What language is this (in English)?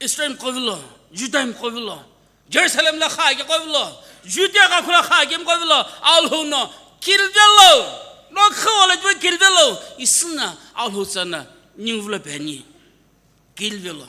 Sumi Naga